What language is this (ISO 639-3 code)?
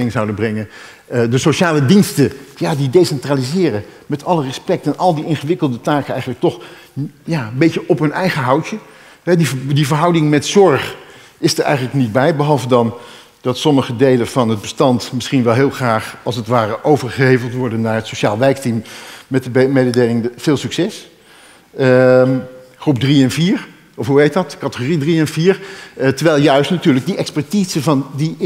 nld